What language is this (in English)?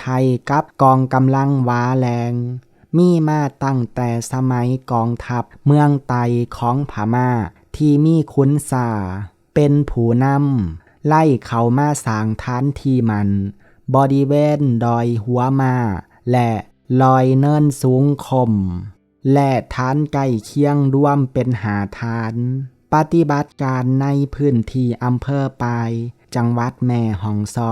Lao